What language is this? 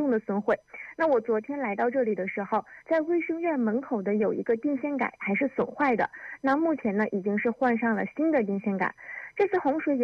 Chinese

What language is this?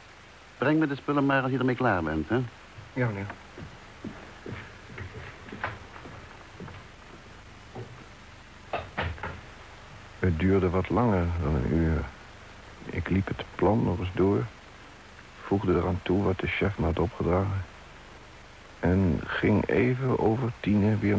Dutch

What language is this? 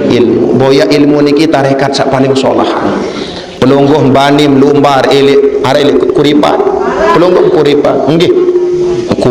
Sasak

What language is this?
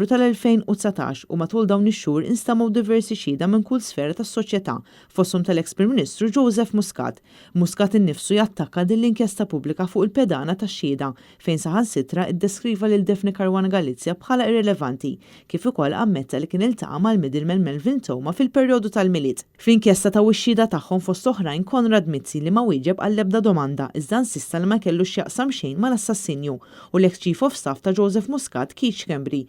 Maltese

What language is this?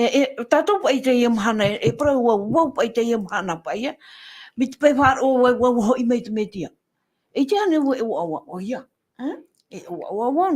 Tahitian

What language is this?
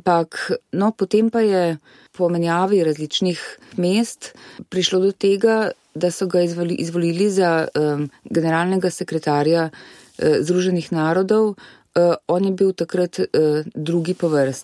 Slovenian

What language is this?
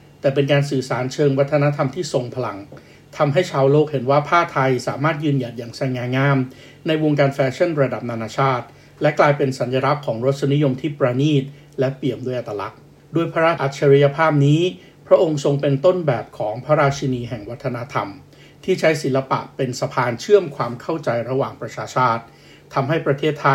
Thai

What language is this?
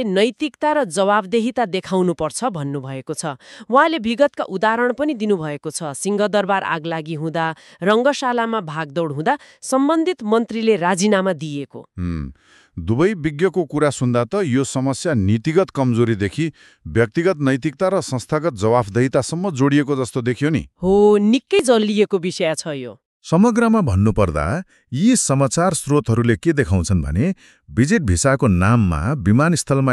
Nepali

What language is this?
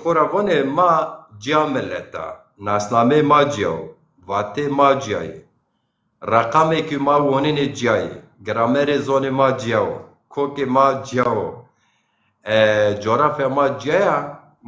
Zaza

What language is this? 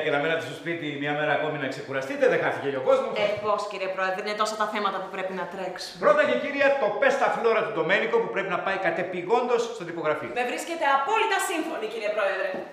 Greek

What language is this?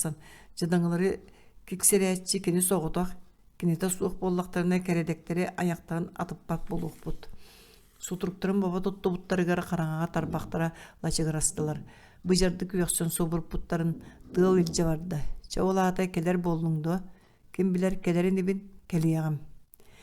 Yakut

